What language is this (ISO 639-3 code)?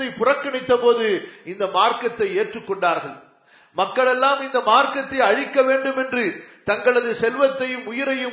tam